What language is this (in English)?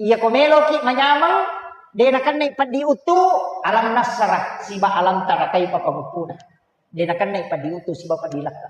Buginese